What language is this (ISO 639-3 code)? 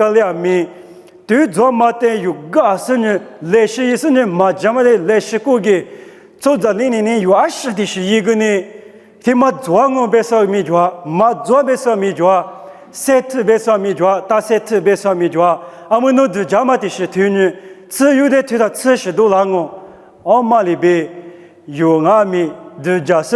lis